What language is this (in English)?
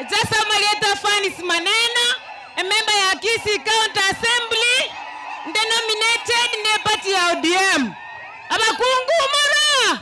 Gusii